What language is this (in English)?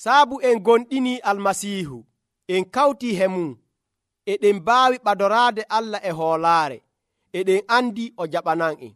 Nigerian Fulfulde